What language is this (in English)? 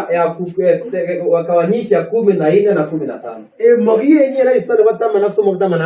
Kalenjin